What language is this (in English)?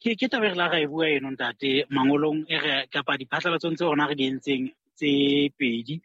Southern Sotho